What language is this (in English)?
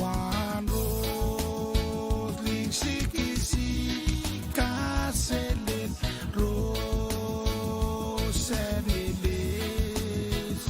Pohnpeian